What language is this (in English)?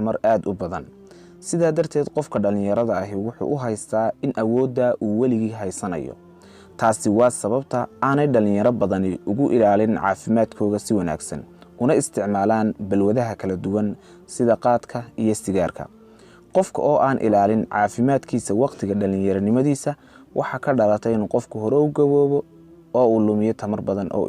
Somali